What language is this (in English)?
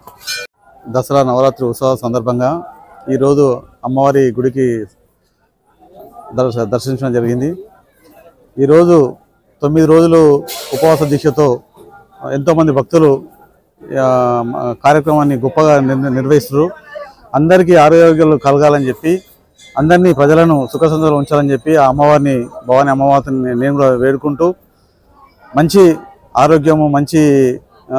Telugu